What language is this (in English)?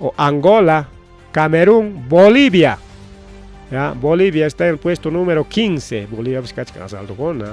Ayacucho Quechua